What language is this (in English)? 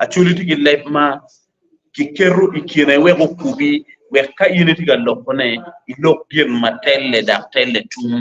Acoli